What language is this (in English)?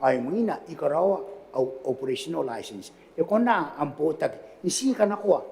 Gilbertese